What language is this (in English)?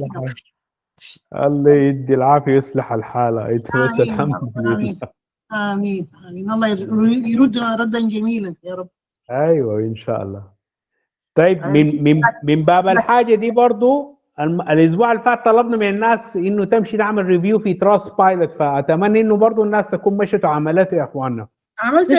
Sudanese Arabic